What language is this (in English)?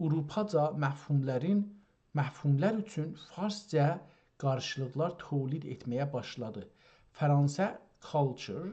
South Azerbaijani